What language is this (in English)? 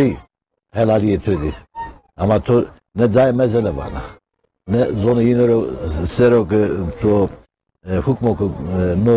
Zaza